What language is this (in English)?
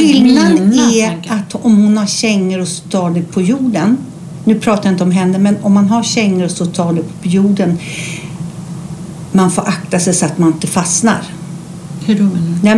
Swedish